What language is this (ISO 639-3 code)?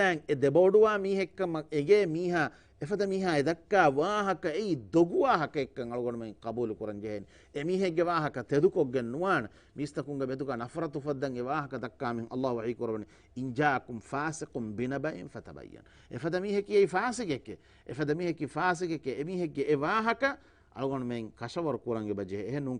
div